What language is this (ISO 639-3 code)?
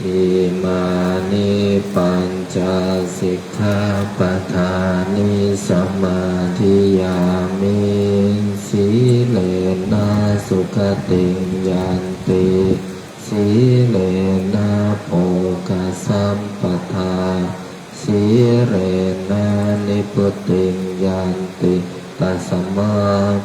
pli